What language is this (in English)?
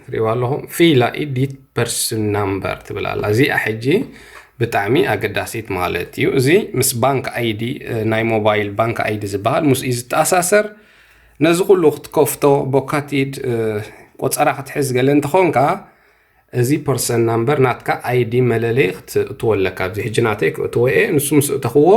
Tigrinya